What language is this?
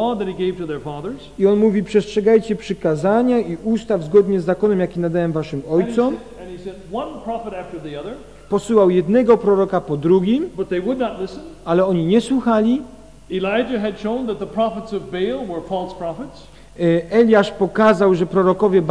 Polish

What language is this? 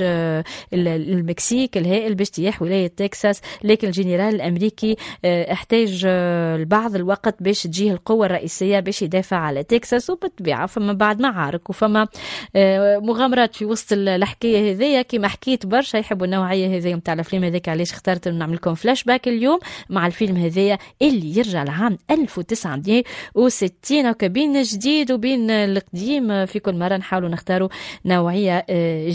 Tunisian Arabic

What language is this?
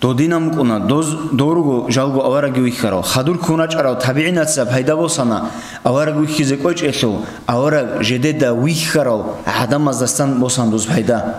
Avaric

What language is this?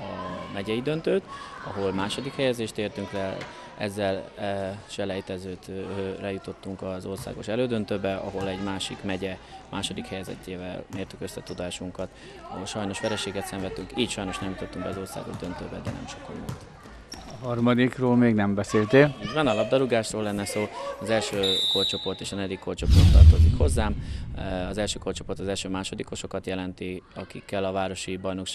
Hungarian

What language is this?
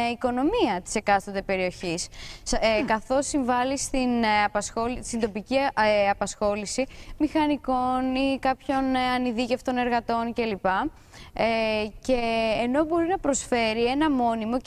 Greek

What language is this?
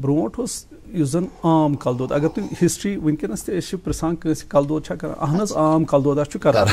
Kashmiri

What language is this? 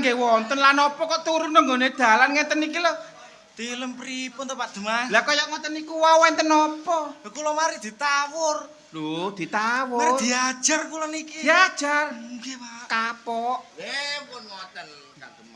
Javanese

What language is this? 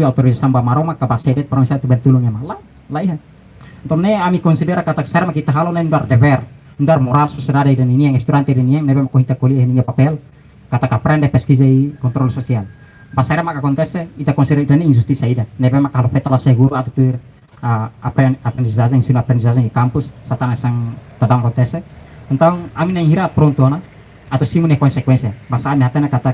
Tetum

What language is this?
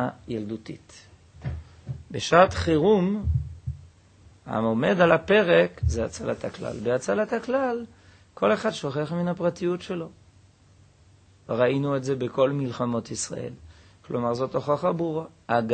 Hebrew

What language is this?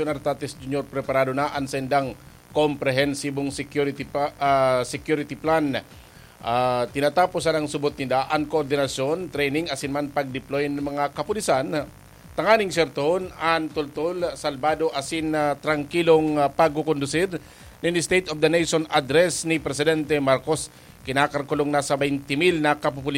Bikol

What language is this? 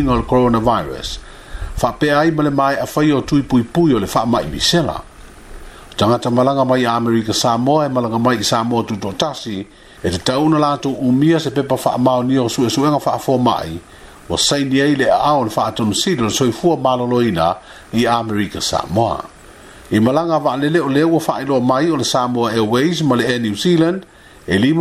Samoan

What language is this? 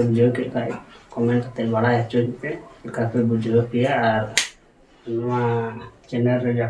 Santali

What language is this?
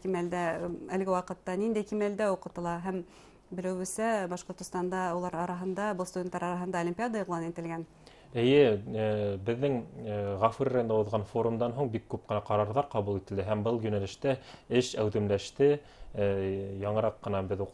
Bashkir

